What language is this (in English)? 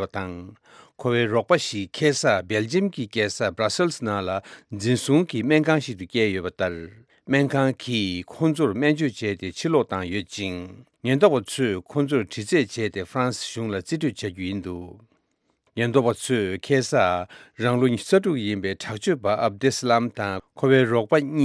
Tibetan